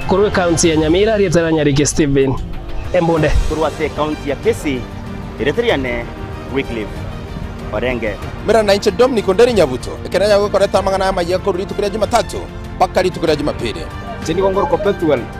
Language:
Gusii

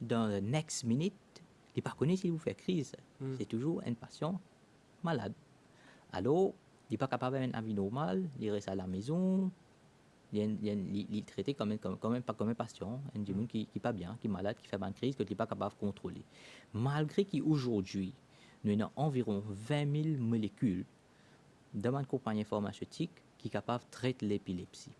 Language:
Morisyen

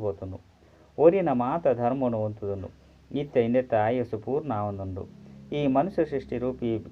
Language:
Tulu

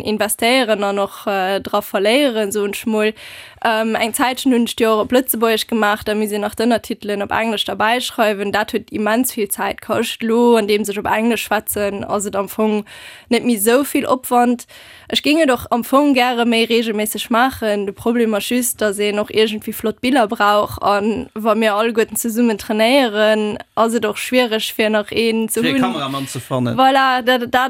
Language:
Luxembourgish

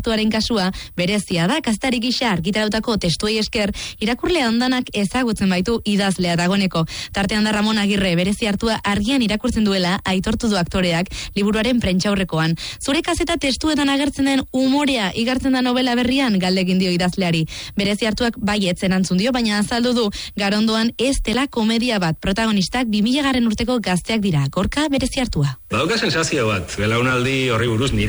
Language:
Basque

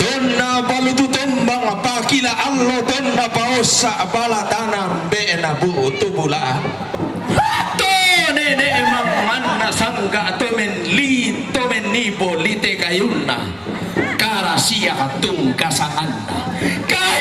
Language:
Toraja-Sa'dan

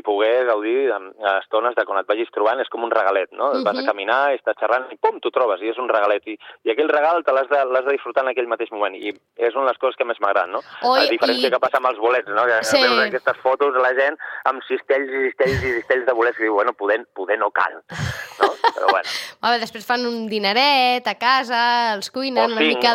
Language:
Catalan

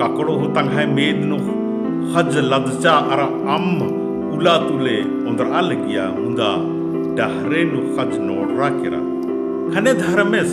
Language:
Kurukh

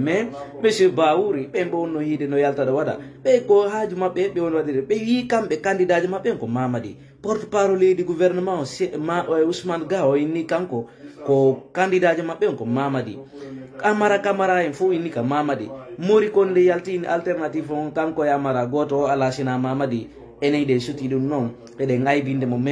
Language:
Fula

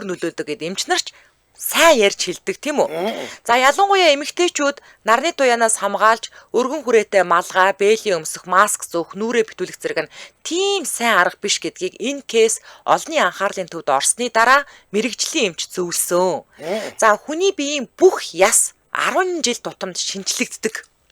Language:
Mongolian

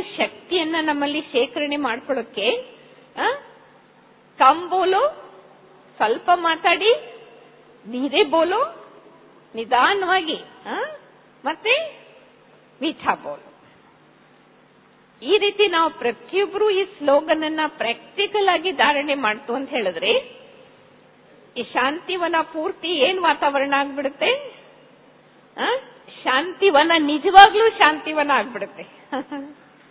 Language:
Kannada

